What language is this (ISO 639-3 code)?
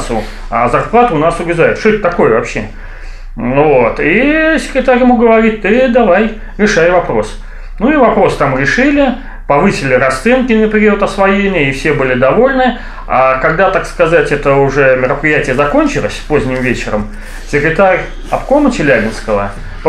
rus